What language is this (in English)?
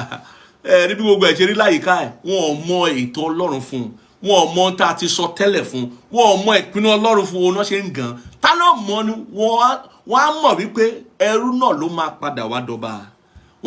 Yoruba